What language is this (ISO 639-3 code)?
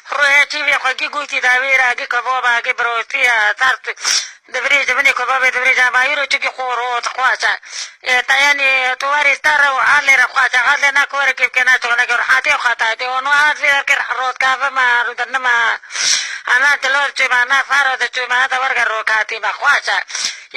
kur